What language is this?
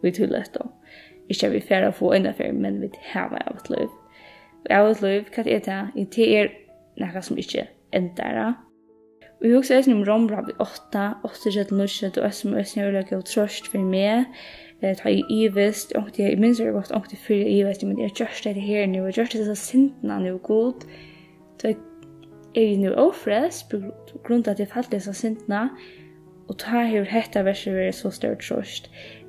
Faroese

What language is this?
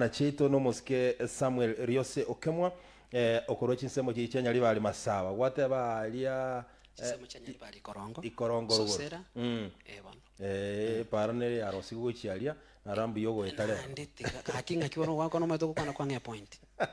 Gusii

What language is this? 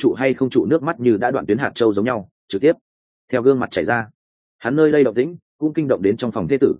Vietnamese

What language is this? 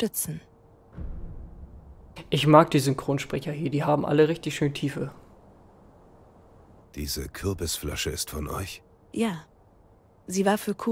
German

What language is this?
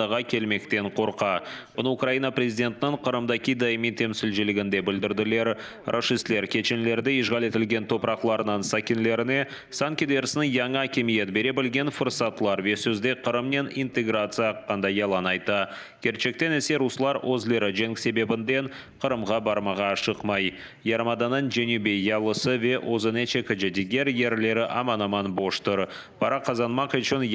Crimean Tatar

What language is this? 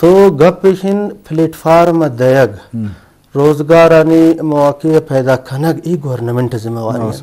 Eastern Balochi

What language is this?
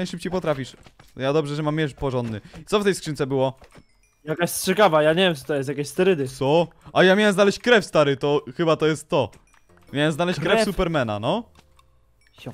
Polish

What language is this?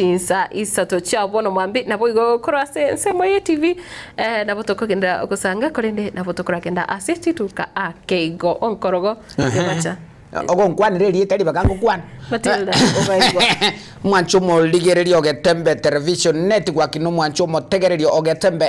Gusii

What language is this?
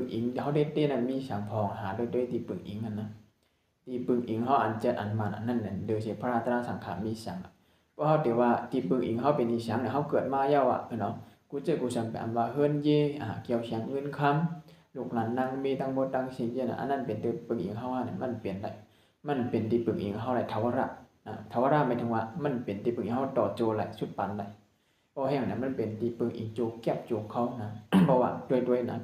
Shan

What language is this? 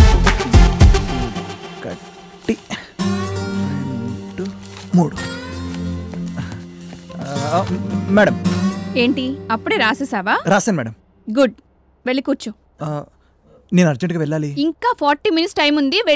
Telugu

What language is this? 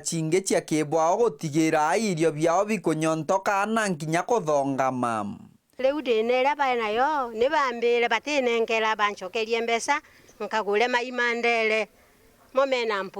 Meru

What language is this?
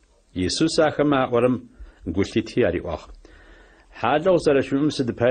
Adyghe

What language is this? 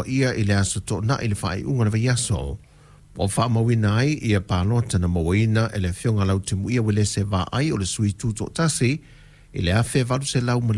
Samoan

